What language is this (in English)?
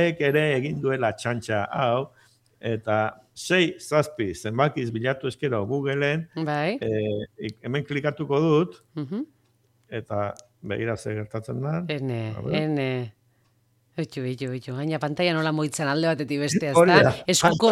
Basque